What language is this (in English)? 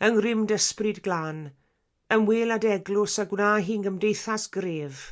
Welsh